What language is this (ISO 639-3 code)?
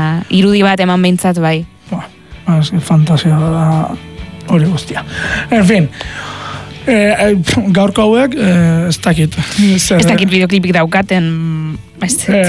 eus